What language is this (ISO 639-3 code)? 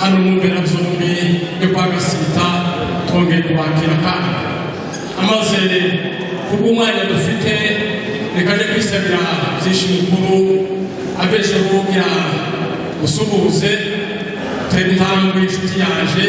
kin